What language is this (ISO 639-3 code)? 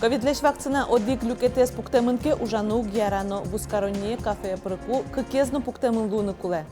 udm